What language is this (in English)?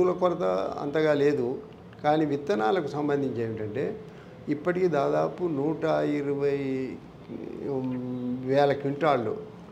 Telugu